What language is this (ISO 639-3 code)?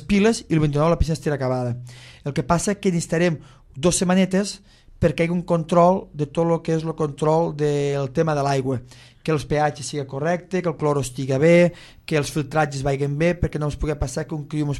cat